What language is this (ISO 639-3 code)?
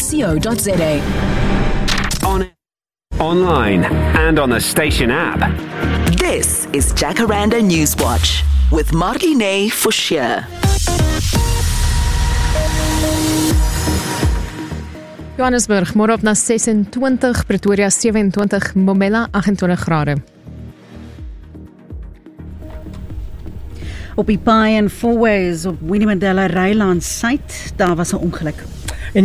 afr